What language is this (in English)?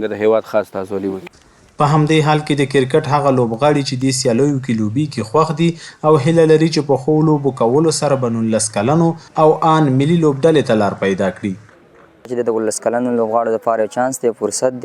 Pashto